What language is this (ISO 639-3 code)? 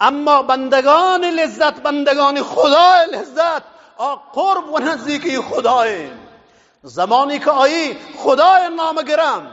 bgp